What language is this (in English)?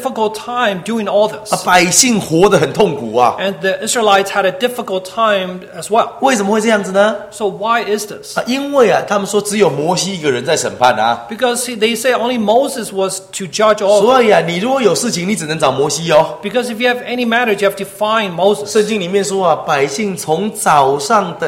Chinese